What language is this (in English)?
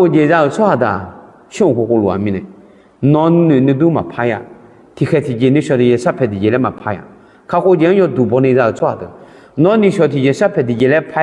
Akha